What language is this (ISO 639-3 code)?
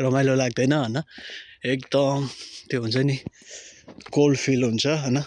nep